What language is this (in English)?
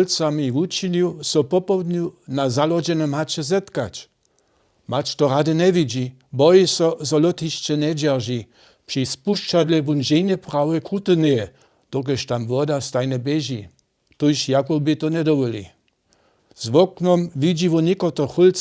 Upper Sorbian